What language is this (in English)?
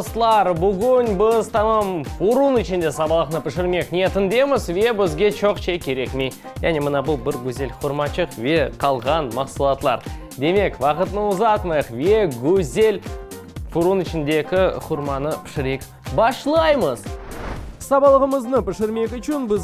Crimean Tatar